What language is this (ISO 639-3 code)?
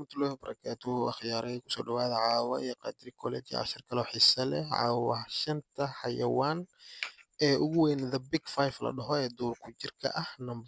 som